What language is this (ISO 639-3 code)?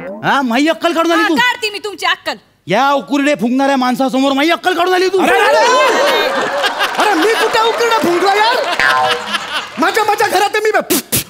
mar